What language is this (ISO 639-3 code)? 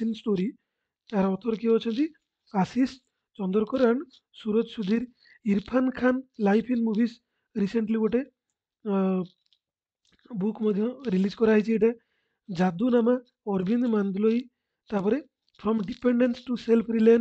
ori